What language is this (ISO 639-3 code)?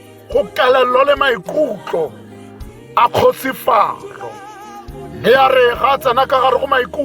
tsn